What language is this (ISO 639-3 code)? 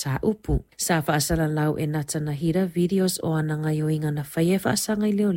smo